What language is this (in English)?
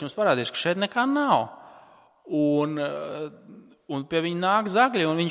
Latvian